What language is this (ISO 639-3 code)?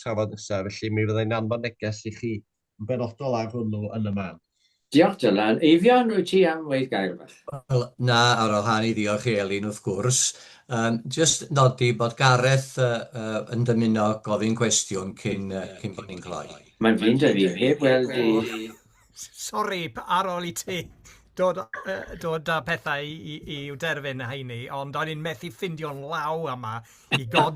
cym